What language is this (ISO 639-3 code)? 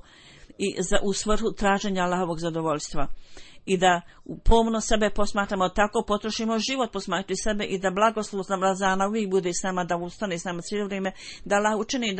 bos